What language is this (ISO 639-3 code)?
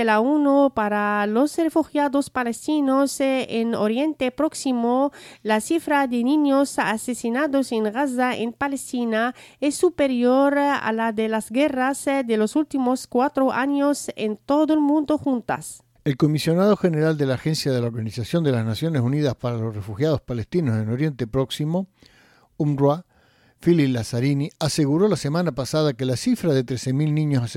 spa